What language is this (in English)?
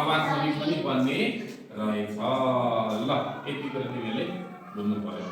Nepali